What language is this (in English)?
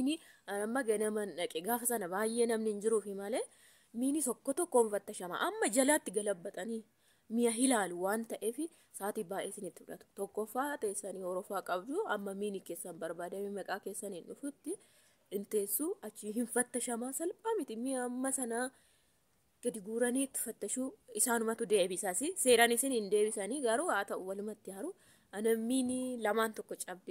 Oromo